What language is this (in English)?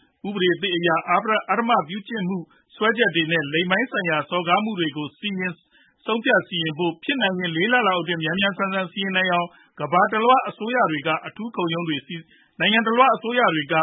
Burmese